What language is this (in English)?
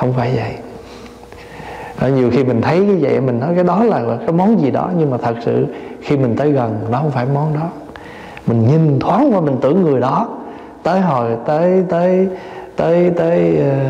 Vietnamese